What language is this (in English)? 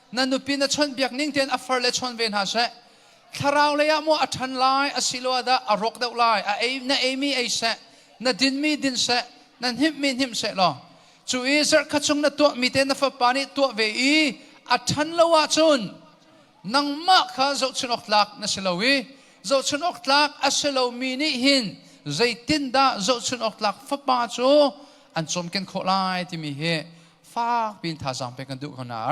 Hakha Chin